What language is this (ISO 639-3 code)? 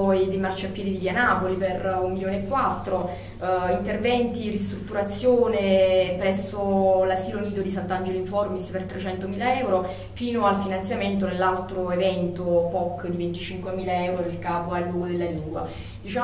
ita